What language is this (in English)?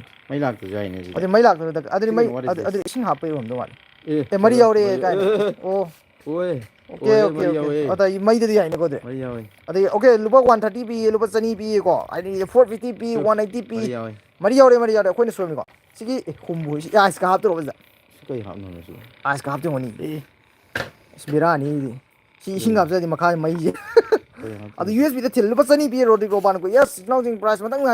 Manipuri